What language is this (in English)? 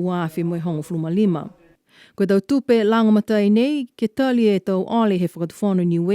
Niuean